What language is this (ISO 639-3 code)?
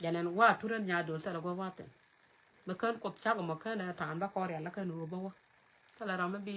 nus